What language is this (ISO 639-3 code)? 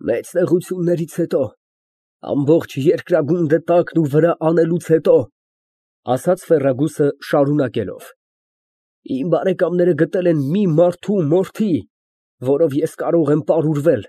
hye